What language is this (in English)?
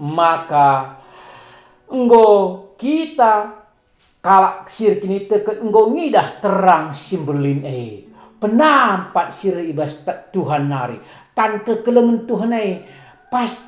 Batak Karo